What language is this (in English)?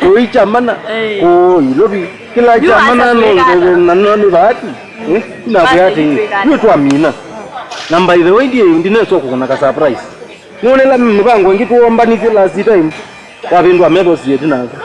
Kamba